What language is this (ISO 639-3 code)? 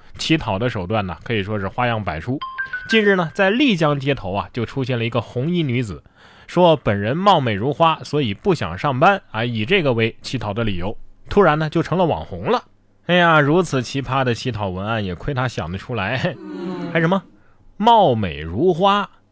zho